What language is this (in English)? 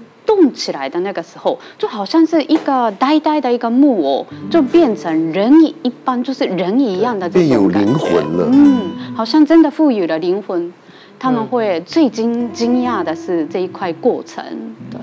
Chinese